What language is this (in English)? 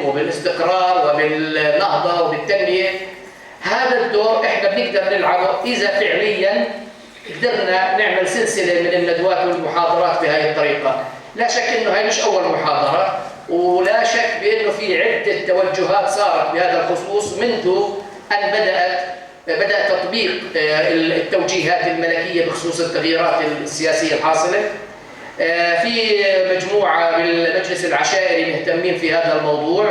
North Levantine Arabic